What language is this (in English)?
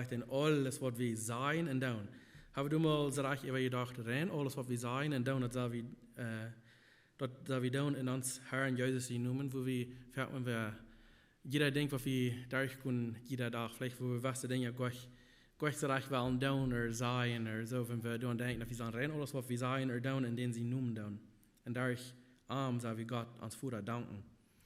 Plautdietsch